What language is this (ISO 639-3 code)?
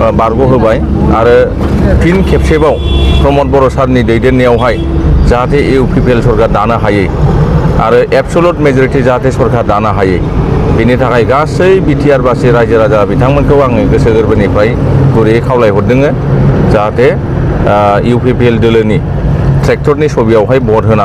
brx